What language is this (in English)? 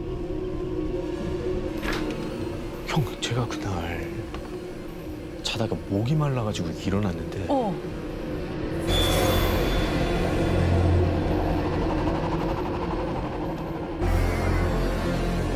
Korean